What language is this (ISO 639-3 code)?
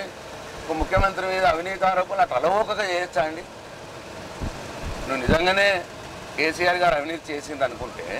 tel